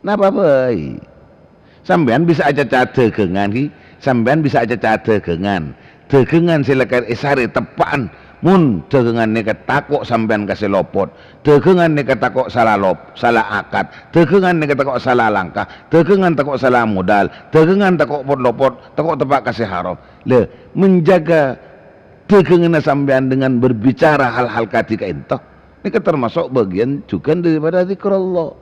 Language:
Madurese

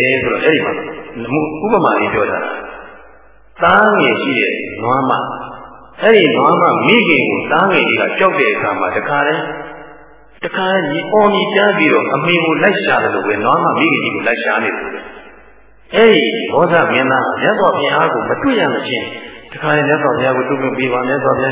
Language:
Burmese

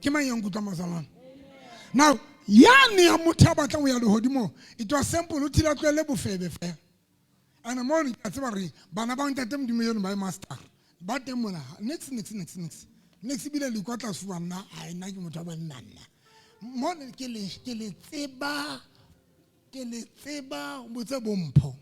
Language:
Southern Sotho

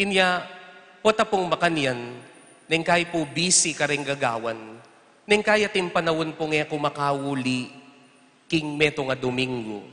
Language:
Pampanga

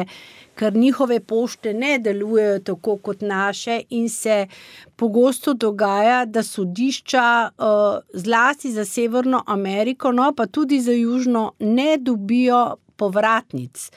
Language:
Slovenian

